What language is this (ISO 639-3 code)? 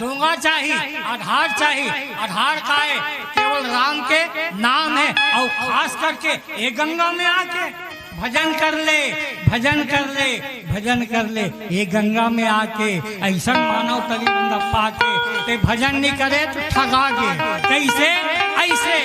hne